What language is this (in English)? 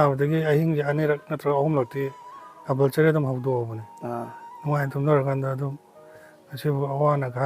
Manipuri